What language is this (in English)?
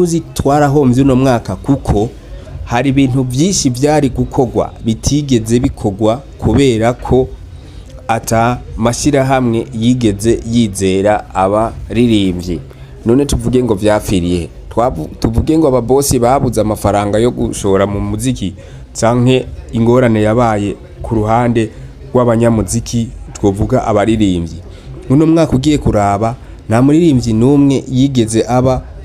Rundi